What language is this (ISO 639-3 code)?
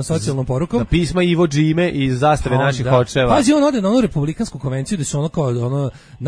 srp